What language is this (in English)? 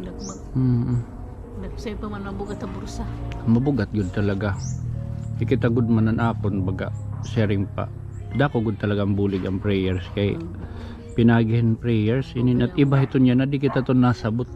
Waray